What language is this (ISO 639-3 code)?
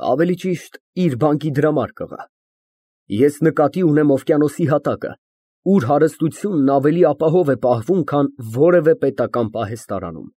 hye